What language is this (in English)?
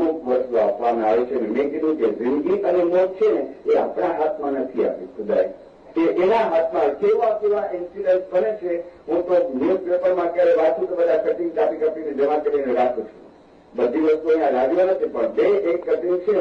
Gujarati